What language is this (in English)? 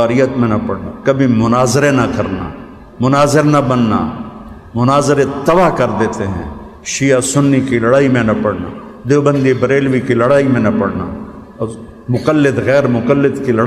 Urdu